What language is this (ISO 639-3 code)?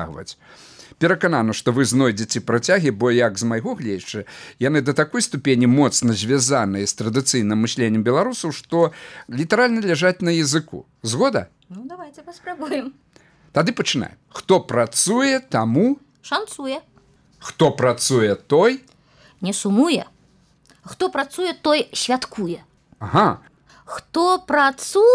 bel